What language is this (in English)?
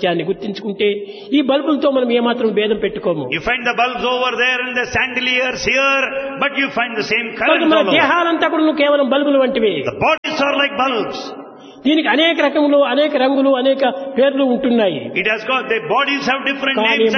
Telugu